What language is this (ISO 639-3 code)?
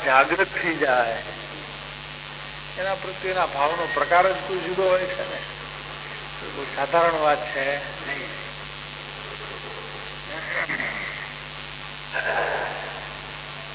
guj